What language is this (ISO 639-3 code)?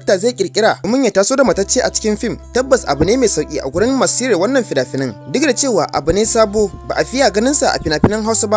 hau